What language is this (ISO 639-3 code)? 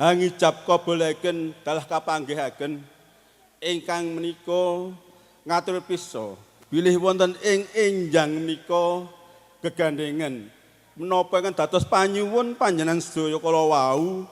jav